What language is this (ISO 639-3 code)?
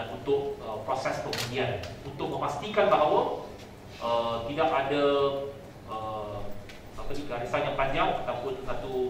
msa